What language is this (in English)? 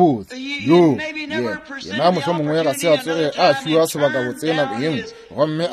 Northern Sotho